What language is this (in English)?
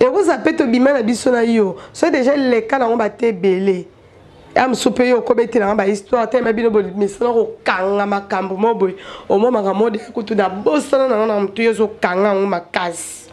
Lingala